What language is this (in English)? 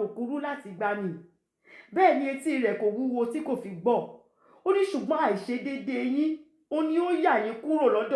Yoruba